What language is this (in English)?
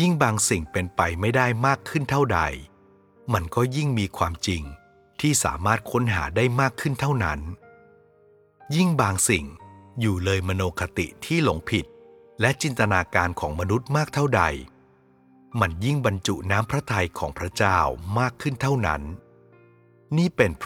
Thai